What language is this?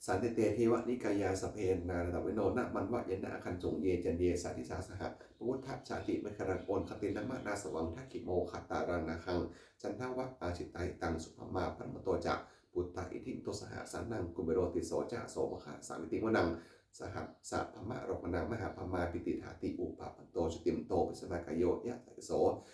Pali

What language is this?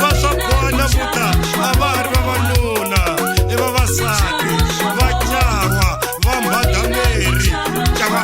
Tsonga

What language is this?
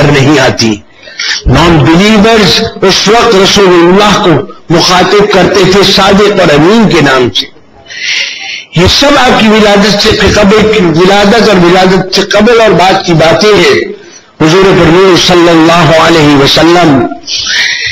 Urdu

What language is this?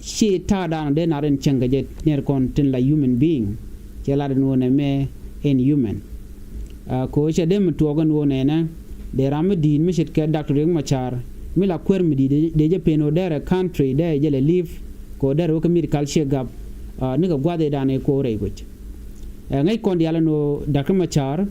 Nuer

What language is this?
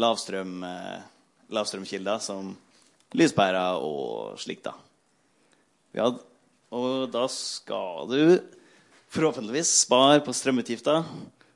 Norwegian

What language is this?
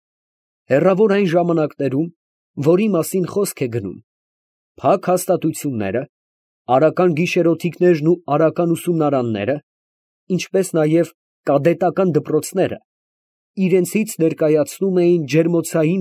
Armenian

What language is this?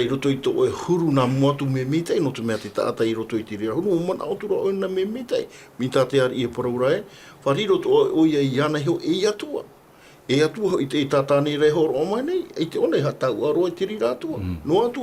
Tahitian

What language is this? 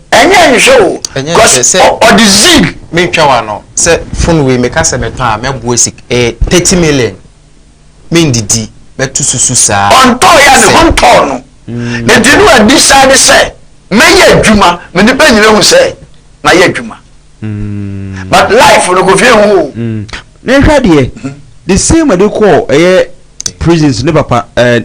Akan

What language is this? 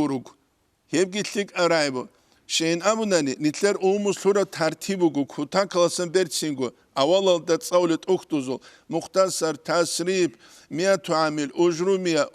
Avaric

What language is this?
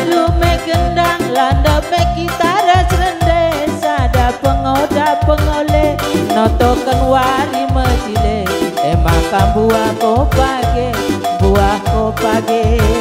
Batak Karo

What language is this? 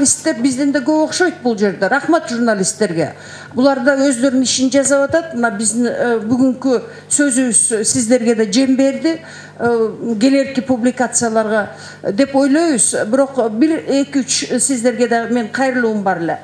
Kyrgyz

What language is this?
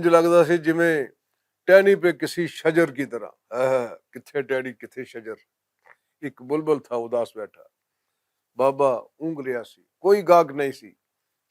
Western Panjabi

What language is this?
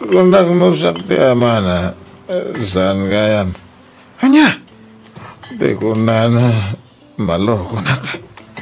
Iloko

